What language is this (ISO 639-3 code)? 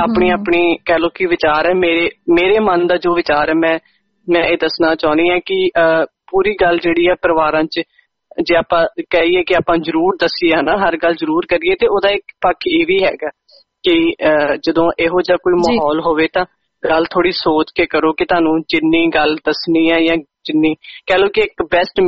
pan